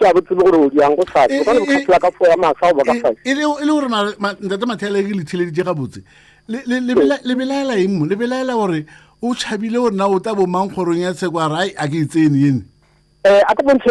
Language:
Northern Sotho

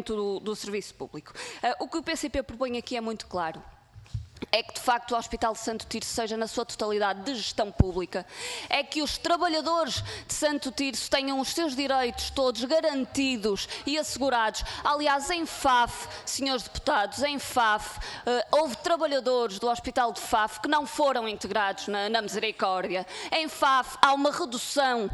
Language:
Portuguese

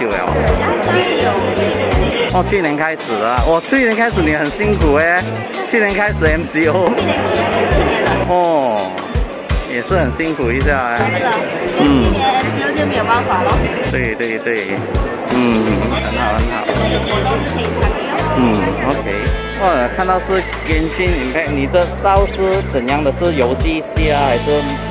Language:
Chinese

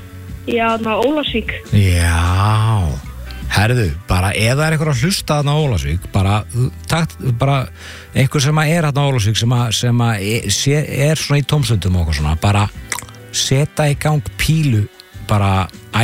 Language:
Icelandic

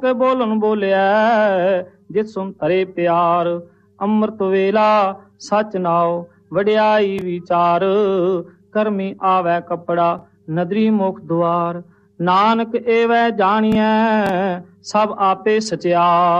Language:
Punjabi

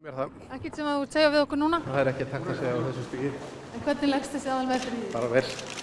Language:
Icelandic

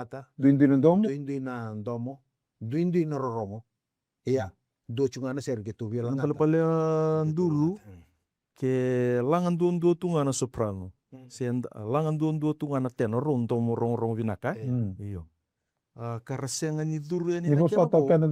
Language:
Fijian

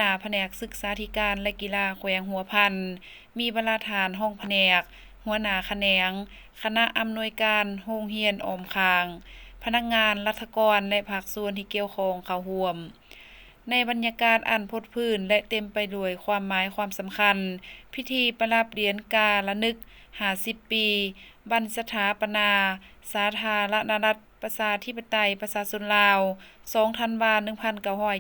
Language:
Lao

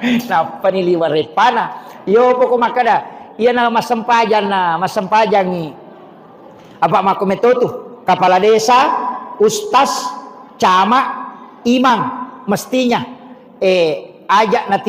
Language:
Buginese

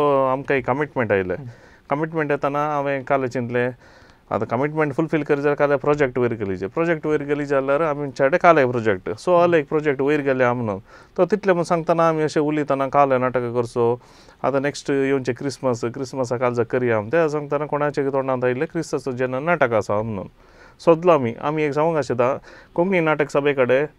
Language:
Konkani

